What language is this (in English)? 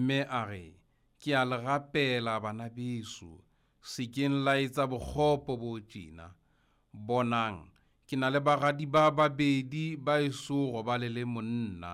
Southern Sotho